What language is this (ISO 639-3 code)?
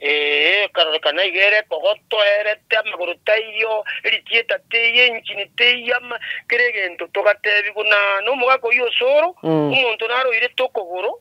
guz